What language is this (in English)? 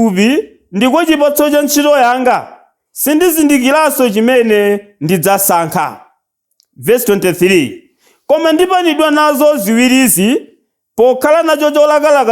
Nyanja